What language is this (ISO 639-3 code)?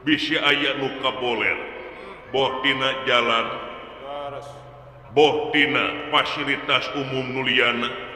sun